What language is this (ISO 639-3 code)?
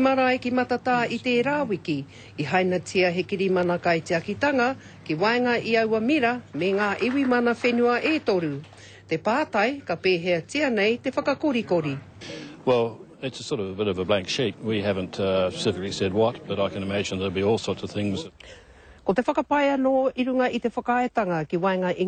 mri